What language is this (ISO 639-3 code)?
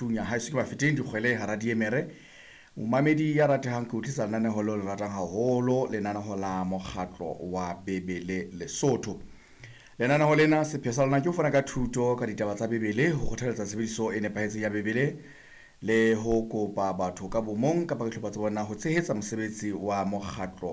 sot